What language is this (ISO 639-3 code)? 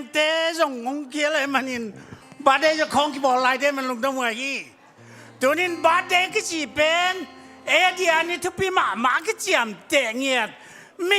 ctd